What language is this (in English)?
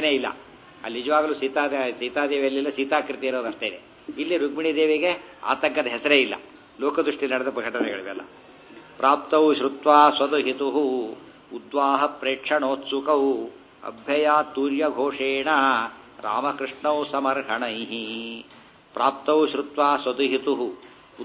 Kannada